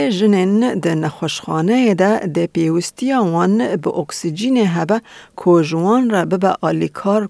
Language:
Kurdish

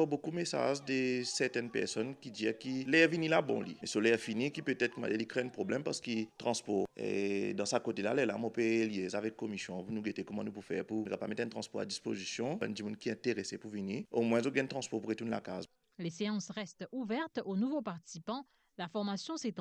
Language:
Morisyen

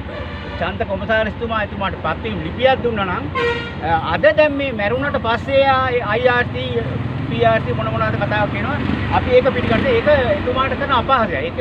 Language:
Sinhala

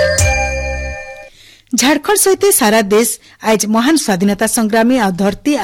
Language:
Odia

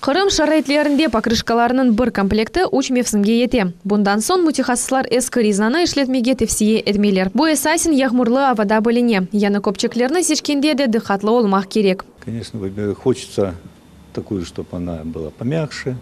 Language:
Crimean Tatar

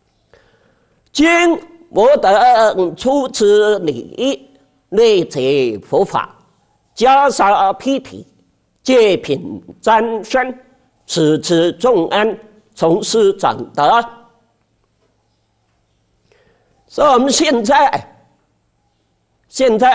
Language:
Chinese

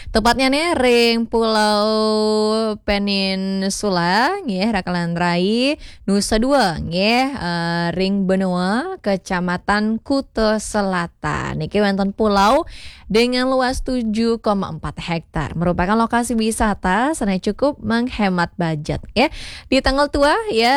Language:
Balinese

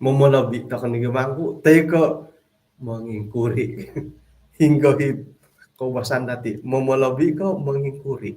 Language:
Central Dusun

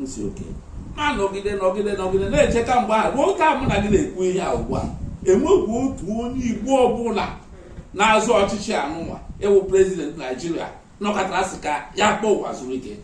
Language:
Igbo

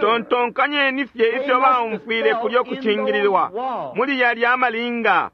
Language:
Bemba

